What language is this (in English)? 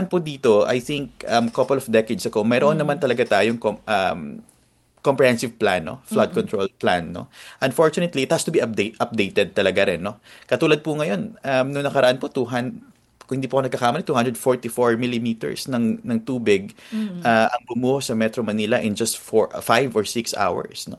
Filipino